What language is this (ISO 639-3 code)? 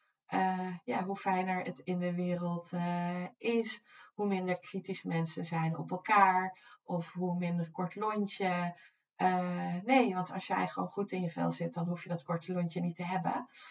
nld